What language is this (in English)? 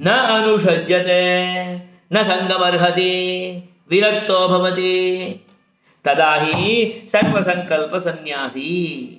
Sanskrit